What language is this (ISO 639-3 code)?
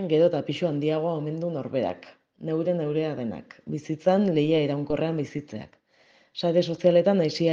eus